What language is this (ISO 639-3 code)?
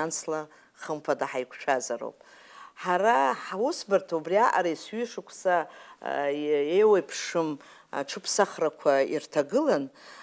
abk